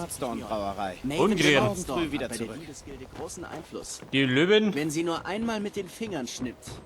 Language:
Bavarian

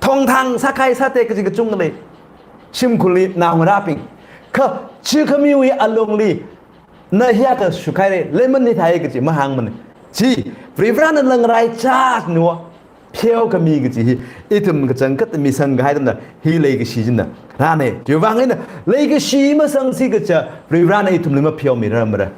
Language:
Tangkhul Naga (India)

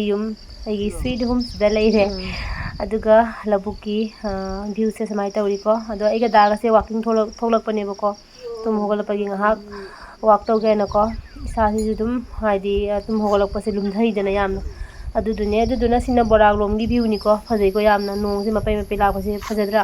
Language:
Manipuri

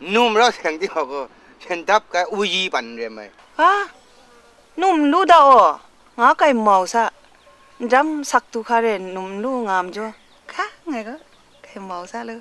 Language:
Kachin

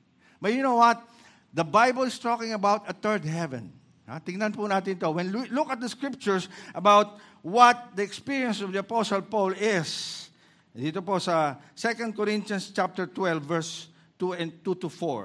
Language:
Filipino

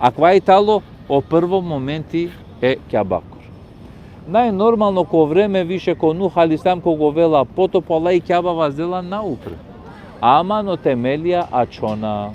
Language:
Balkan Romani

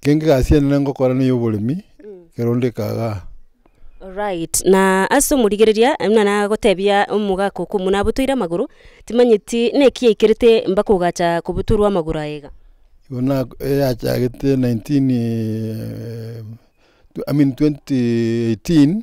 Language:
Gusii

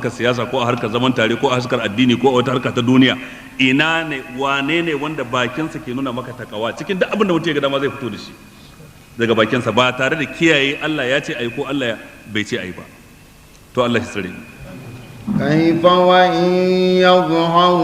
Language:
Hausa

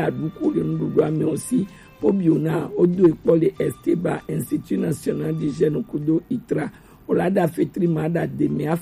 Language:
Gen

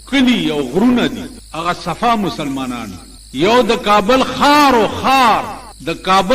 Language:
Pashto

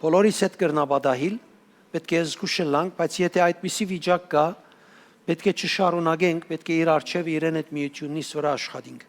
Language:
Western Armenian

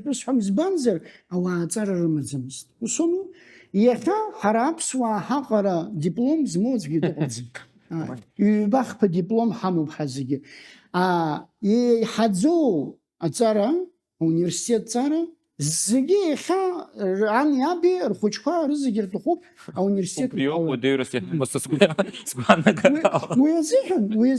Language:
Abkhazian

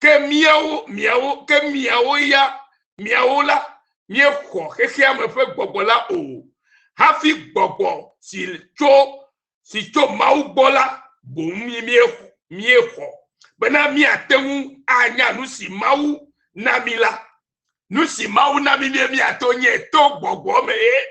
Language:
Ewe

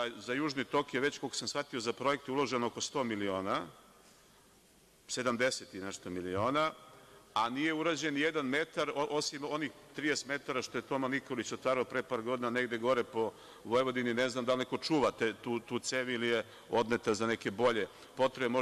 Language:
Serbian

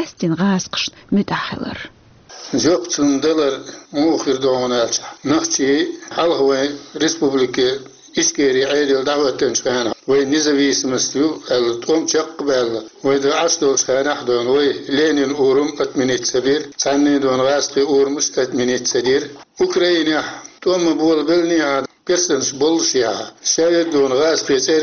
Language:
Chechen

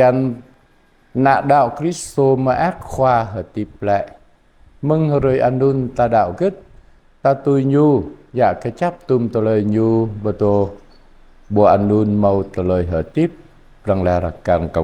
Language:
Jarai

